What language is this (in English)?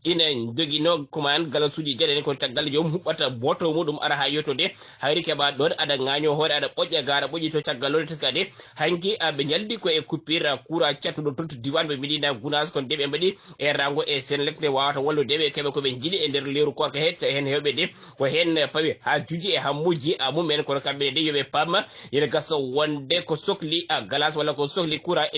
Fula